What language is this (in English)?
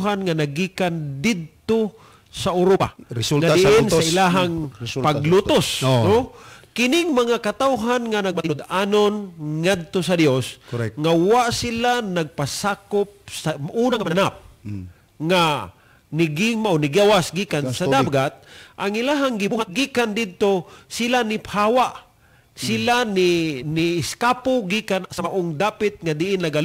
Cebuano